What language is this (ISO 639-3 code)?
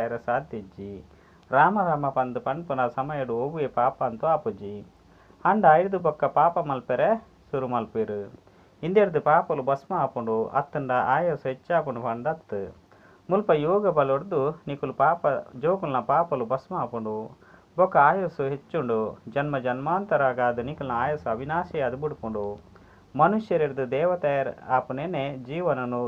tcy